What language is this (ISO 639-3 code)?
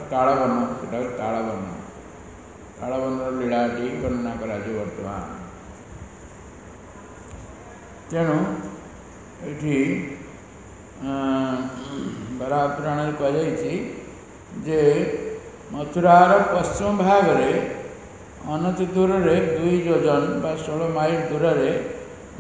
ori